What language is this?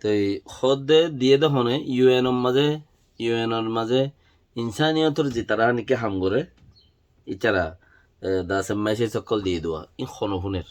Rohingya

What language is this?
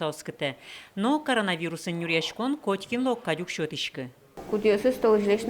Udmurt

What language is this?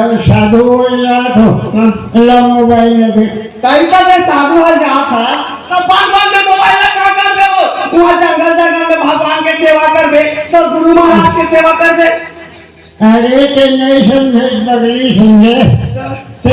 Chhattisgarhi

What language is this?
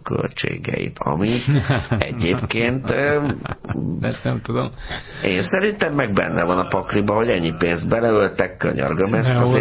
Hungarian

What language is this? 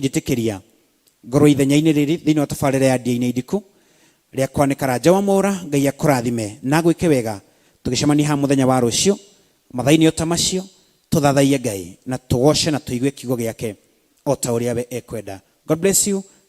Kikuyu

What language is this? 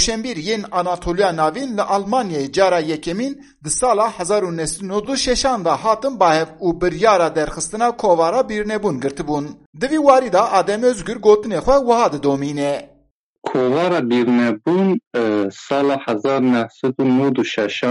Kurdish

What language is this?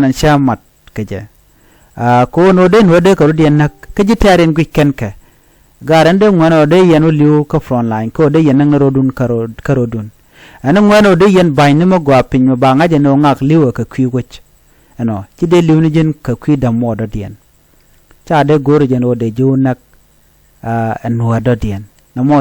Nuer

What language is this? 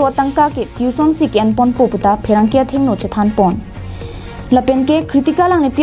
Karbi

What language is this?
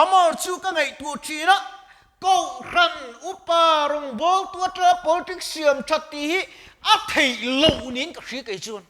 Mizo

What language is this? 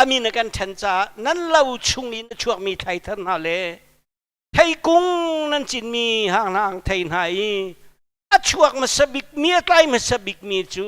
Hakha Chin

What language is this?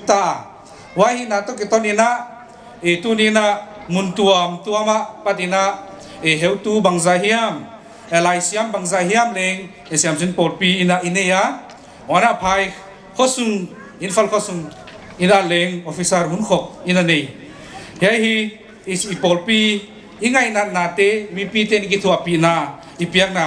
Paite Chin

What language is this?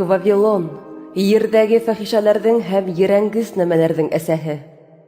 Bashkir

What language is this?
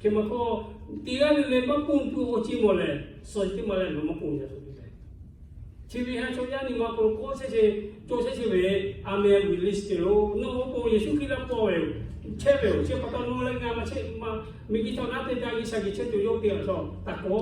Lahu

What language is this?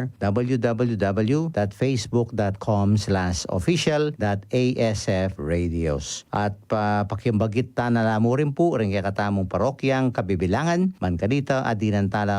Pampanga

